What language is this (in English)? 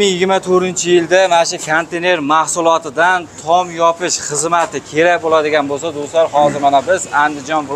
Uzbek